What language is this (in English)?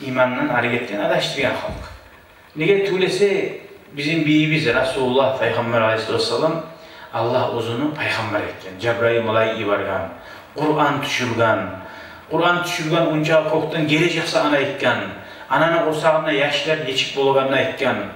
Kumyk